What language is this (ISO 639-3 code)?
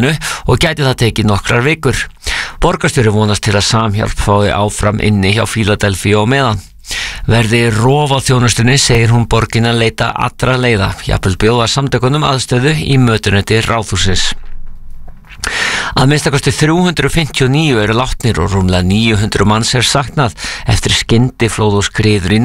isl